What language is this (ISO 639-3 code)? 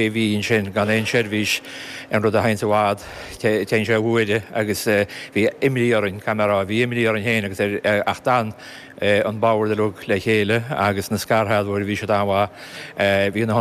gle